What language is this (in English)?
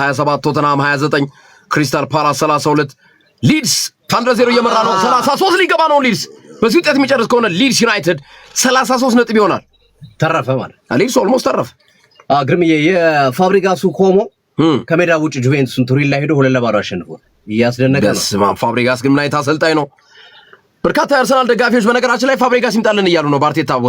Amharic